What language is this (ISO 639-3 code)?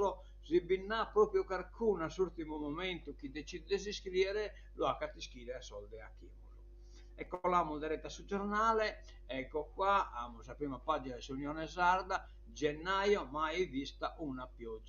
srd